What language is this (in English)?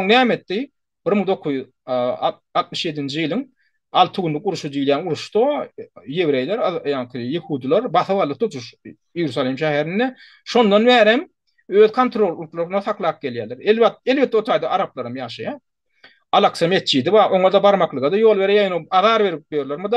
Turkmen